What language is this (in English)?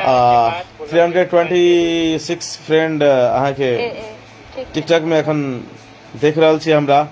Maithili